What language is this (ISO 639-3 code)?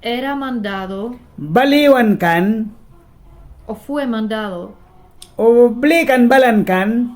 miq